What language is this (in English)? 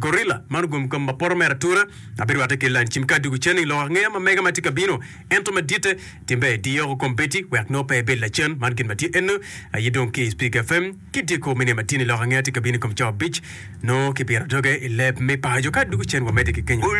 Acoli